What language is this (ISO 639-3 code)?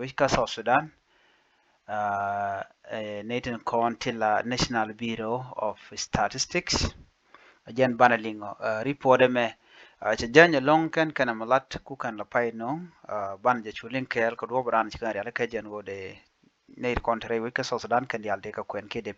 nus